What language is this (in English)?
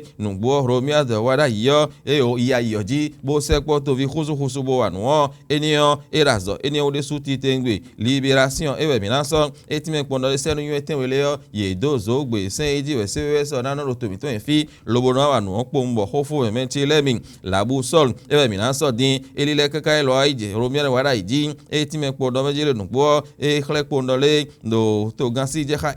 Fon